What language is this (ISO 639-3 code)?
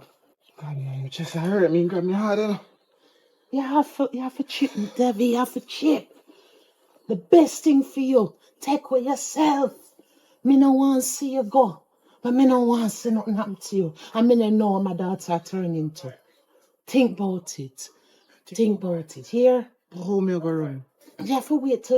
jam